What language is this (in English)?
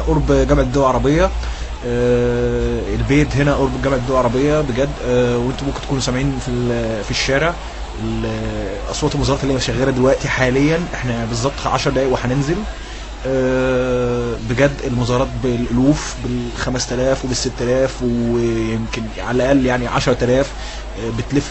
Egyptian Arabic